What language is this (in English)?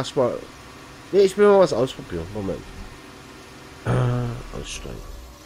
German